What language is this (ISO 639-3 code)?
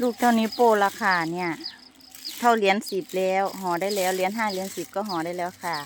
lao